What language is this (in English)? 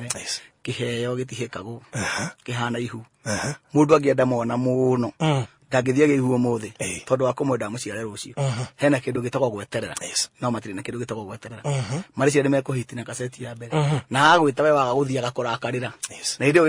Kikuyu